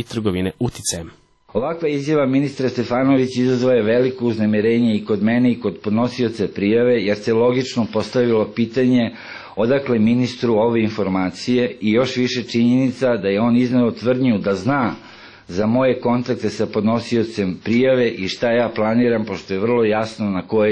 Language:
Serbian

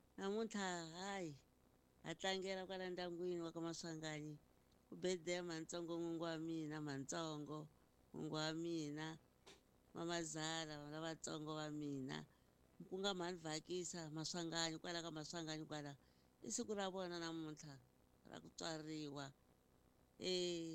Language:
Tsonga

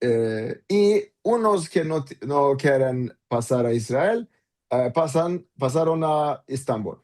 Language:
Ladino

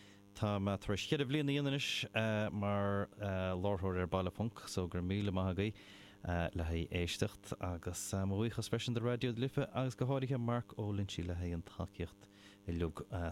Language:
Irish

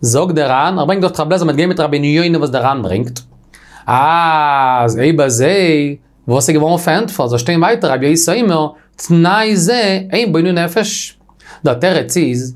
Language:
Yiddish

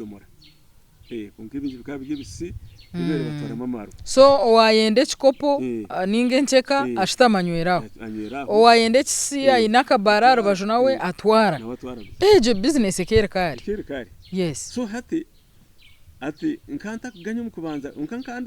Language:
Nyankole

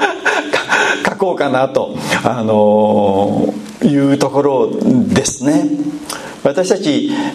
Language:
Japanese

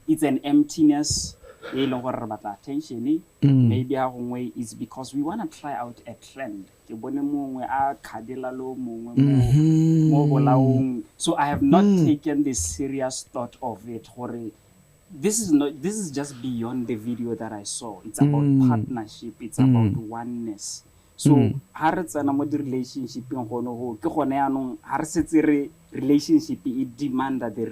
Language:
Tswana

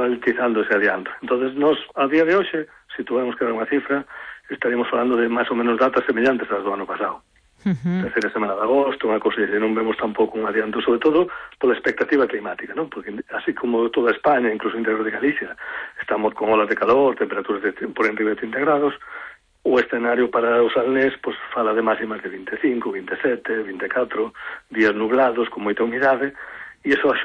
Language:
Galician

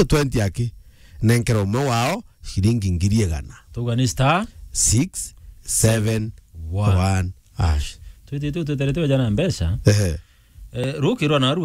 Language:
Meru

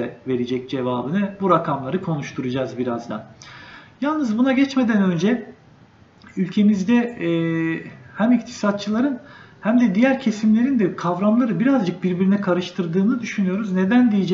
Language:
Turkish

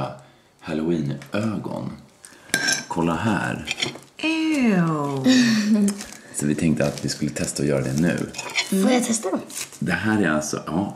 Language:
Swedish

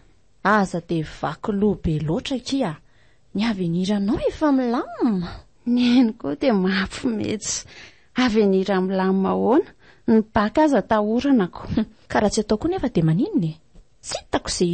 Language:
Malagasy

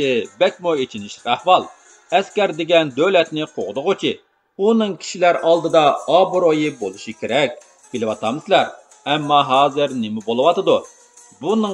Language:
Uyghur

